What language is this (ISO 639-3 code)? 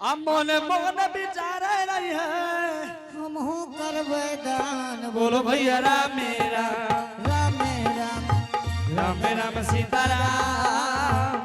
anp